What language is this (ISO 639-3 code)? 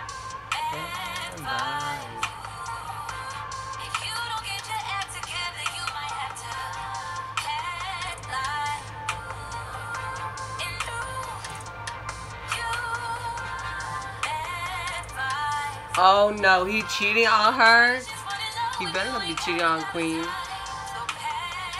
eng